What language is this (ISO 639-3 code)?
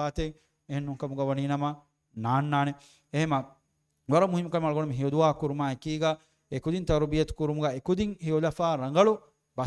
div